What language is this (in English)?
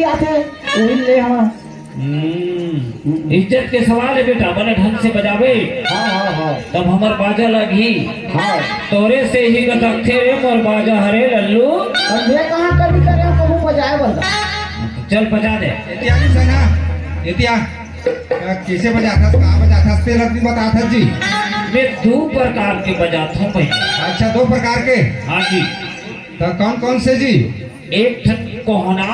Chhattisgarhi